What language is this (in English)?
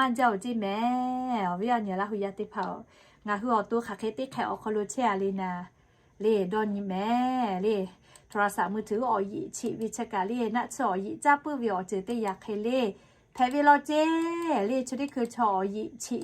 Lahu